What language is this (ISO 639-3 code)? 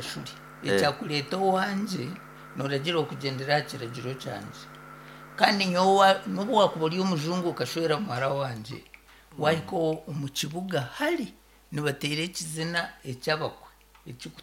nyn